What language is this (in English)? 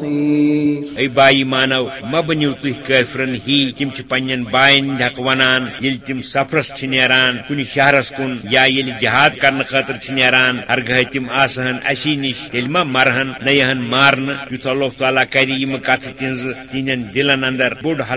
Kashmiri